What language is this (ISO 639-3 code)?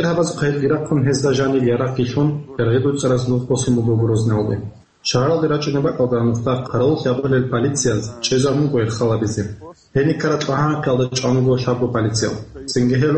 ava